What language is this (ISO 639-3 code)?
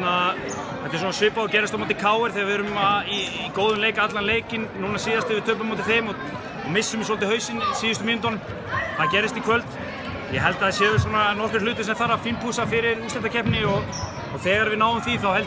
isl